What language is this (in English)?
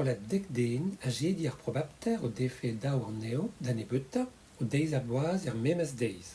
Breton